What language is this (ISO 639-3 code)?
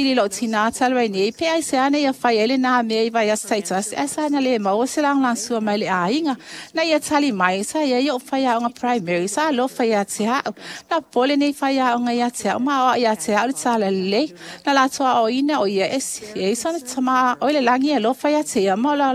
smo